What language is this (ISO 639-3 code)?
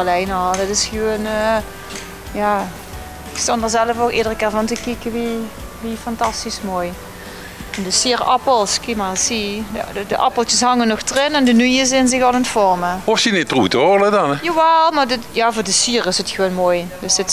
lim